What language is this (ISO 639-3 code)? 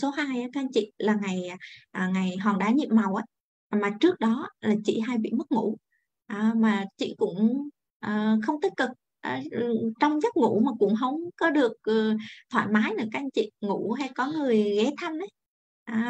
vie